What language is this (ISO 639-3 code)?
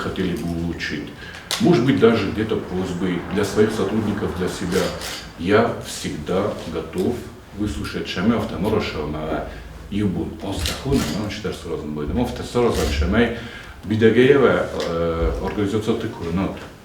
oss